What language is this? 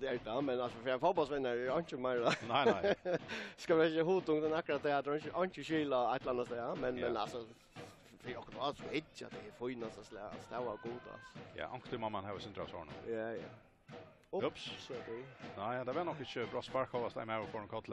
Faroese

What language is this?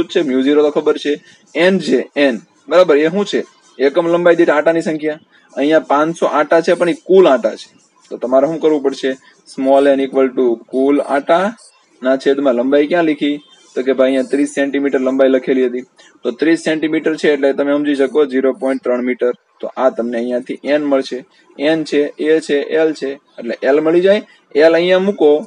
Gujarati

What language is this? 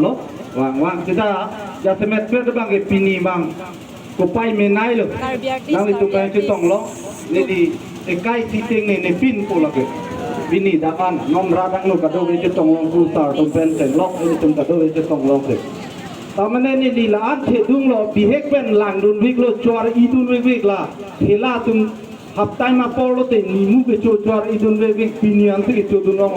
Karbi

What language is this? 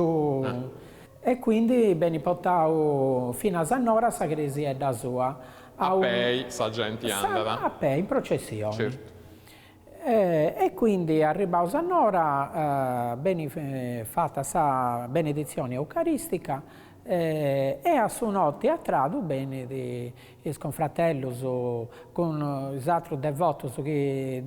Sardinian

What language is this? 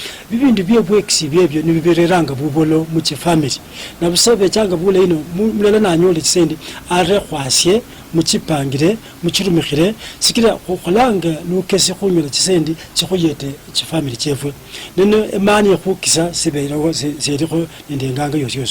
Luyia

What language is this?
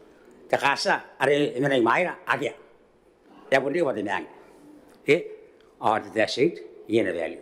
Gilbertese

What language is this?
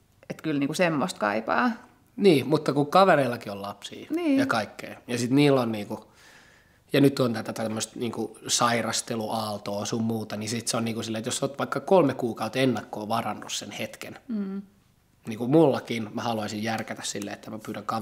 Finnish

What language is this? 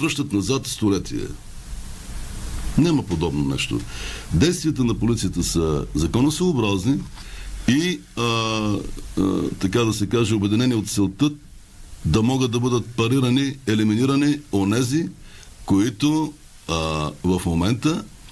Bulgarian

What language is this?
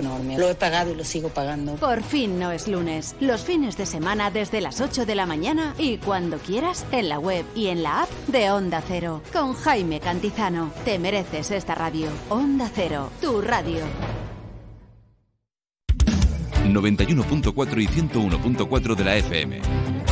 Spanish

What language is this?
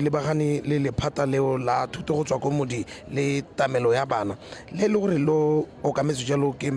Tswana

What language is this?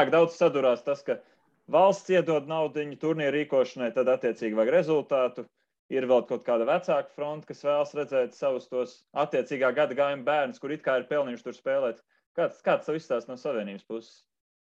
Latvian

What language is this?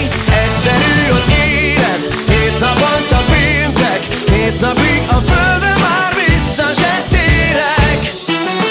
Hungarian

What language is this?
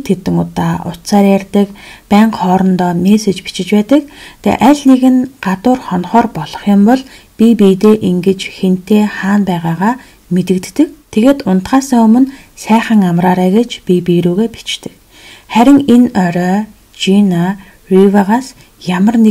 Mongolian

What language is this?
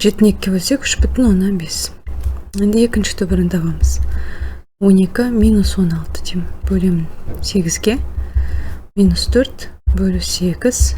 Kazakh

